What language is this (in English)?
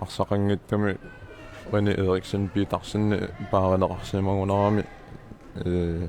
Kalaallisut